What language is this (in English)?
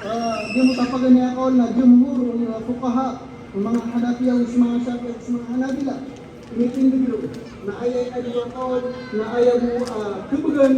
Maranao